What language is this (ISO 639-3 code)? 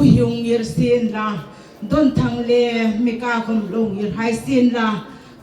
hmr